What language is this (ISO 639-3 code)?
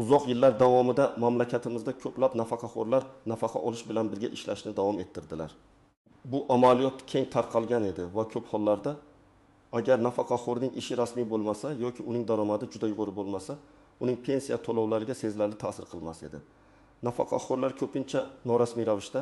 uzb